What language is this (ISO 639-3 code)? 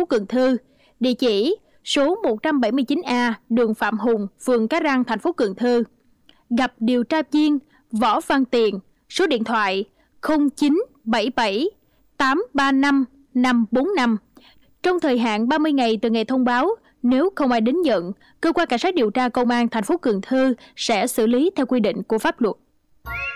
vie